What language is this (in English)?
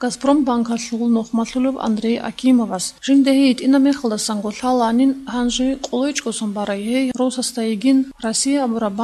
Avaric